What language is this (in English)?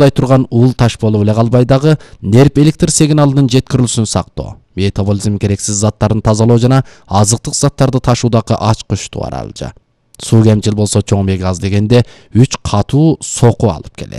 Kyrgyz